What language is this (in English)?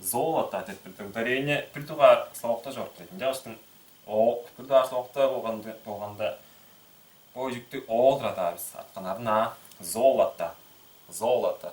Tuvinian